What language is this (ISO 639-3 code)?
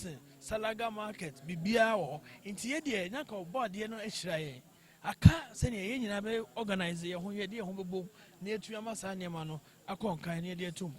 aka